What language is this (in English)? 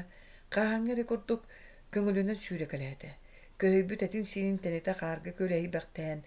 Yakut